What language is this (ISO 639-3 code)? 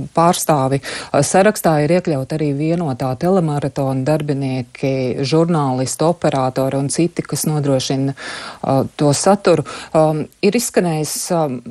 lav